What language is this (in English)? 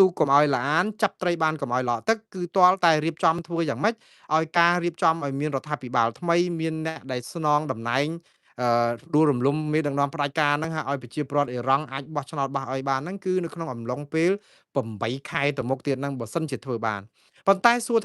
Khmer